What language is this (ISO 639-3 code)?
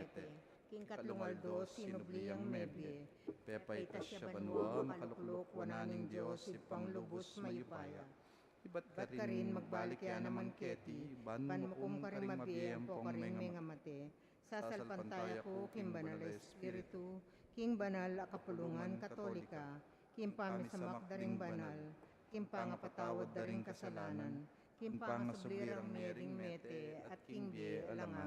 pam